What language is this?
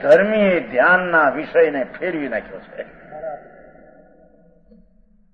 Gujarati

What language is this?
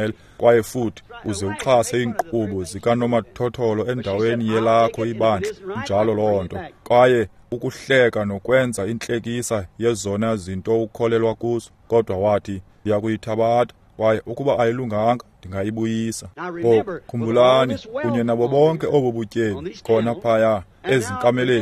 Xhosa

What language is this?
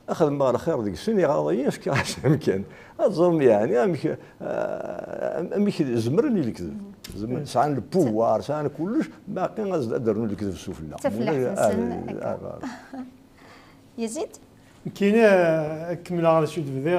Kabyle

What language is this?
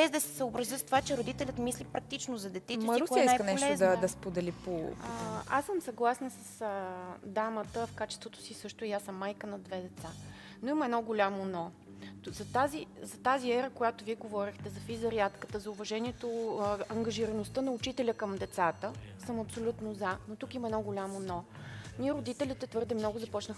Bulgarian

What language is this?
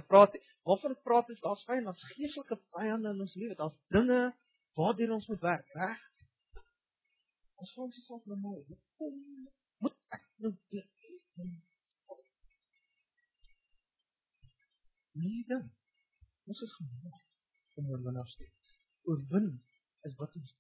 Afrikaans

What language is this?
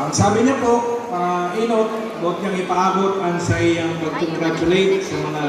Bikol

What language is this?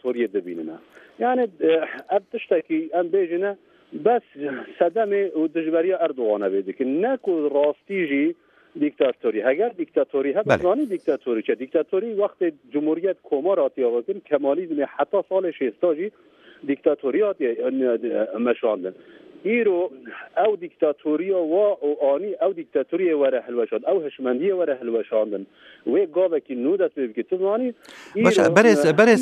Kurdish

